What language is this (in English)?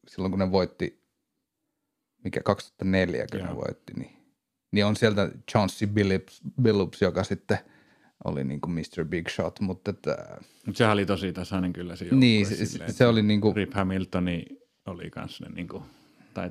Finnish